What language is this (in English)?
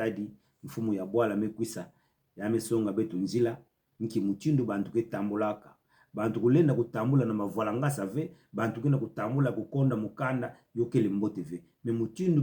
Kituba (Democratic Republic of Congo)